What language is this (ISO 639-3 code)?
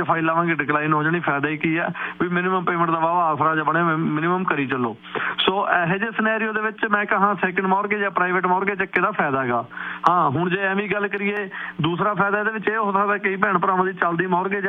pan